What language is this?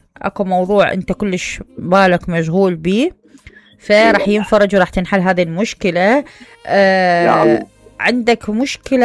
Mesopotamian Arabic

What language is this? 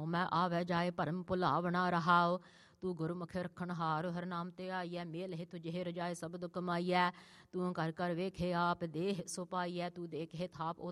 Punjabi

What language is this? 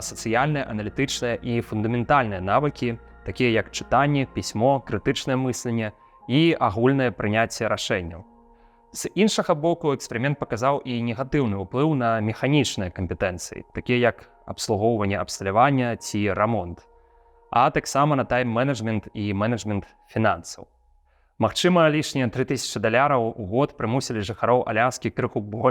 Belarusian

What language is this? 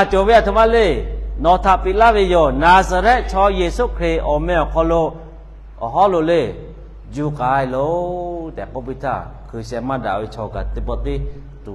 Lahu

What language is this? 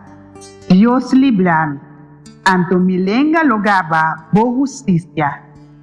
Papiamento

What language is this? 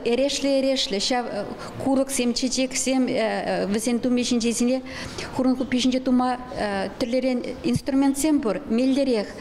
Chuvash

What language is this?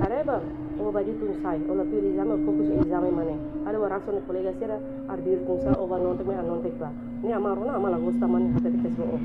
Tetum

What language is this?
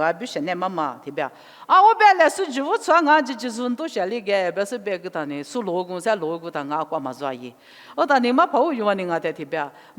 Lisu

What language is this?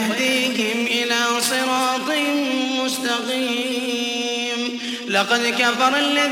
Arabic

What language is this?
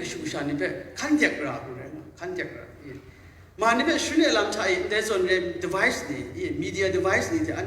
Kachin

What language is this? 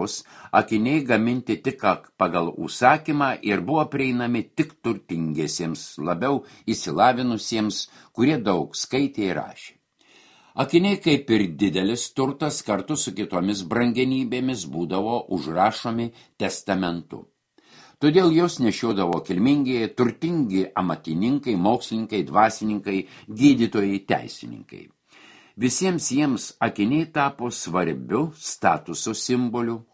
Lithuanian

